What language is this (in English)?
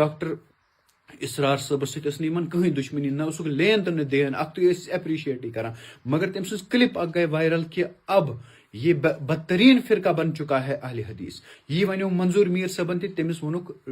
Kashmiri